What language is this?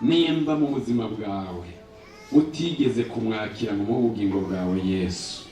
Rundi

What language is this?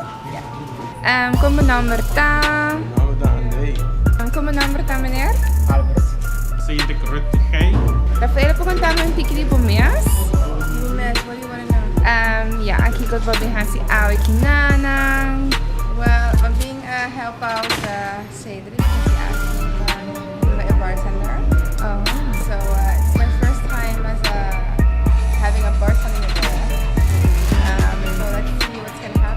Papiamento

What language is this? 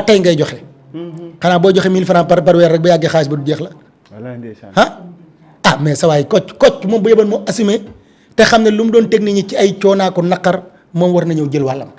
Wolof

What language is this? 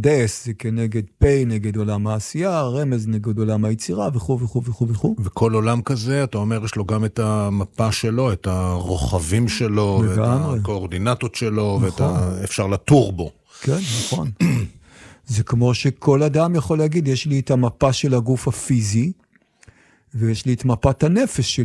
Hebrew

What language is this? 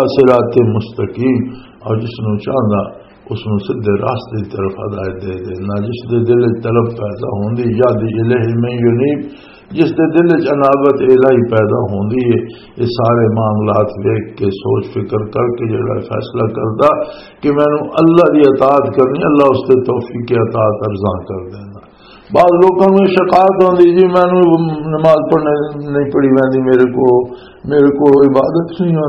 Western Panjabi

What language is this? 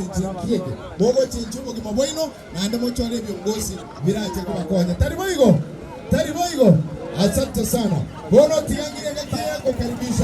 Gusii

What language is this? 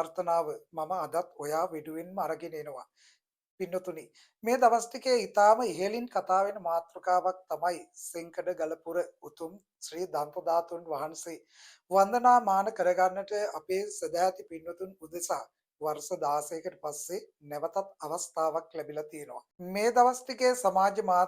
Sinhala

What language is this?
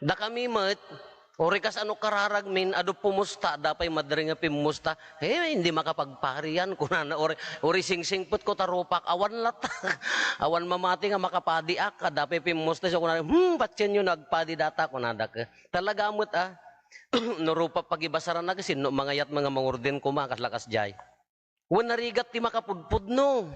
Iloko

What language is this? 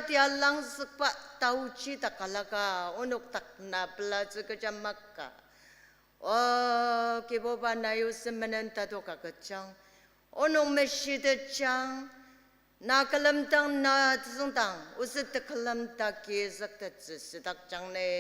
Ao Naga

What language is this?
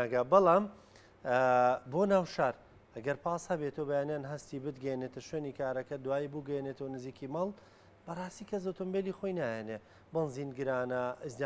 Central Kurdish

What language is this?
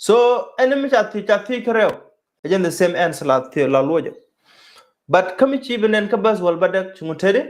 Nuer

